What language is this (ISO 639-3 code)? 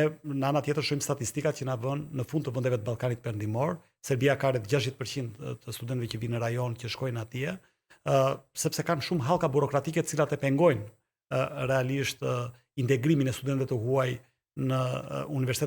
sqi